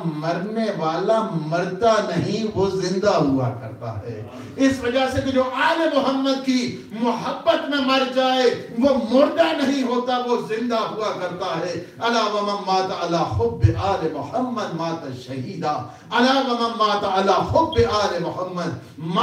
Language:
Urdu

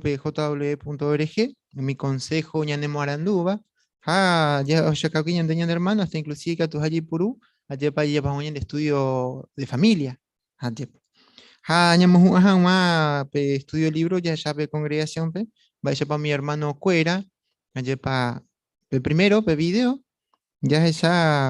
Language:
Guarani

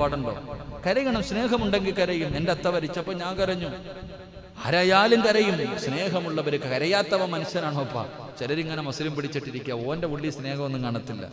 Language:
Malayalam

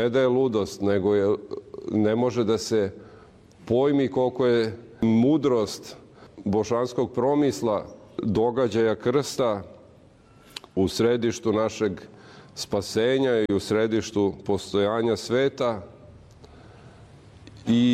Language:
Serbian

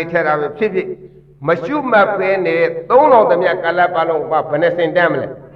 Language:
Burmese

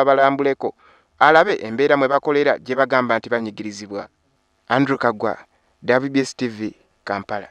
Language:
Ganda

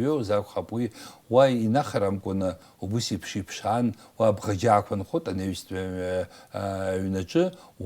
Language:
Abkhazian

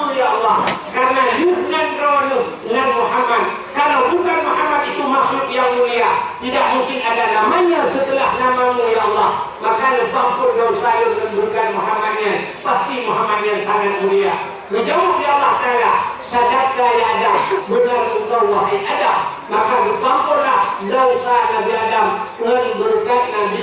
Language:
Achinese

